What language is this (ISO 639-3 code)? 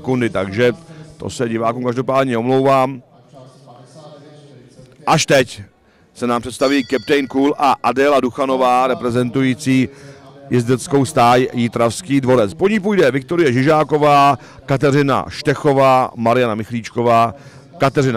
ces